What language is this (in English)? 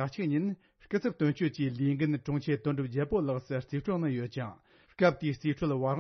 Tibetan